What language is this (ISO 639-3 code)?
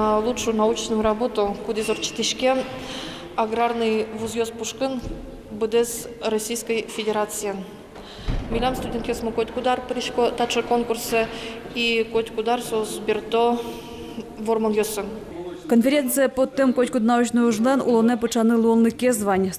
udm